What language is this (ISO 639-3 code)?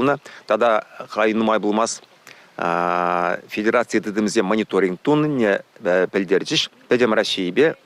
chv